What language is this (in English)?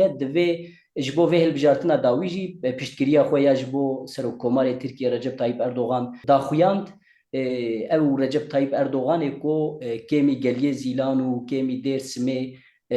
Kurdish